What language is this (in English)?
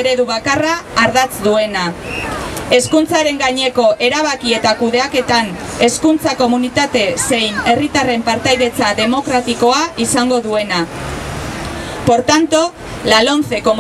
Basque